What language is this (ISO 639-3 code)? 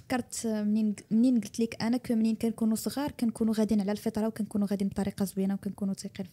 ary